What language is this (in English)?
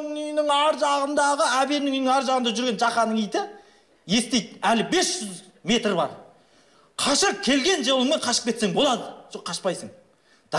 Kazakh